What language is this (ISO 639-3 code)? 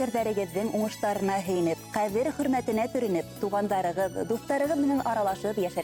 bak